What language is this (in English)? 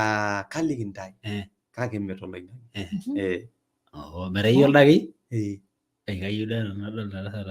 Masai